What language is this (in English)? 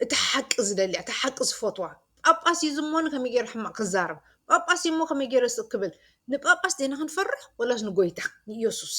Tigrinya